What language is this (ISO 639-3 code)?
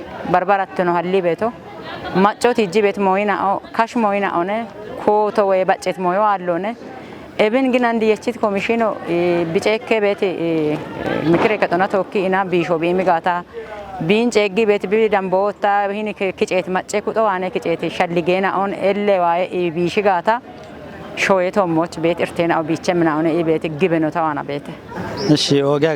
kbr